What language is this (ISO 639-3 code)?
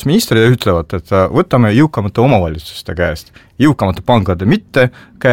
est